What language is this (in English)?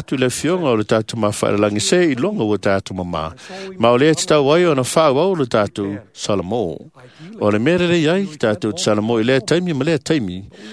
Samoan